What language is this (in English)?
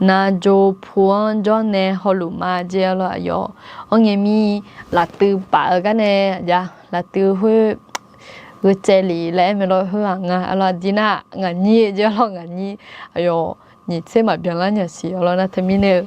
Akha